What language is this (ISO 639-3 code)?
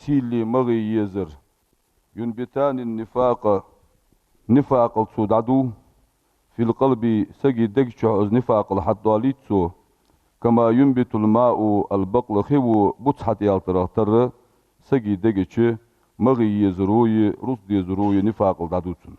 inh